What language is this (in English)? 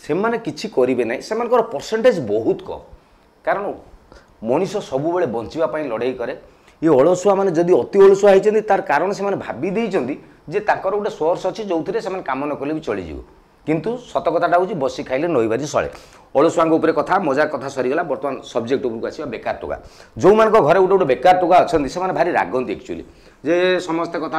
Odia